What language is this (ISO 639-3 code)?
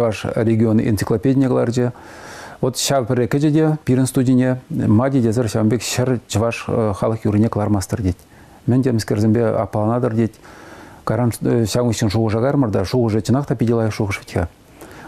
chv